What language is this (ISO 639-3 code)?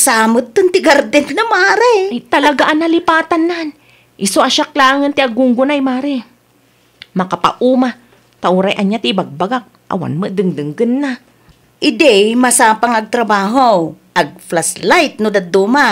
ilo